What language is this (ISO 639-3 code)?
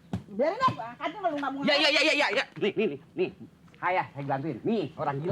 bew